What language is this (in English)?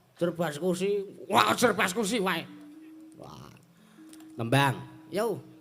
Javanese